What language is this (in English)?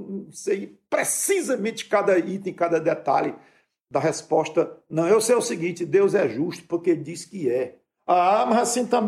Portuguese